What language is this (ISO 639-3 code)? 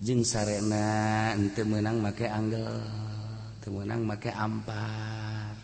sun